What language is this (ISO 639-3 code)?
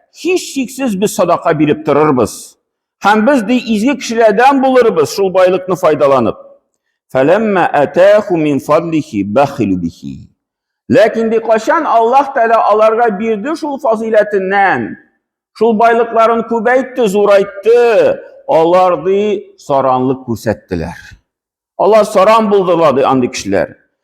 tat